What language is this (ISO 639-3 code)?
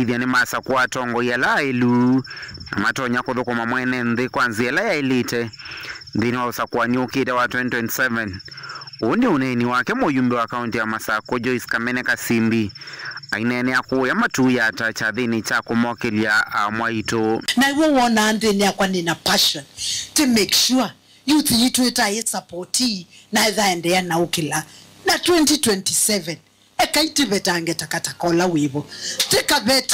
kam